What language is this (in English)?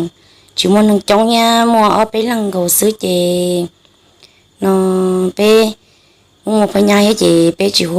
Hmong